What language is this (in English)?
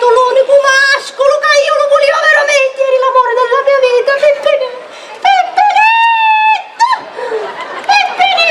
Sicilian